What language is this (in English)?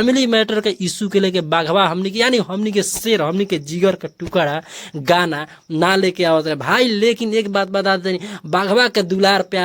Bhojpuri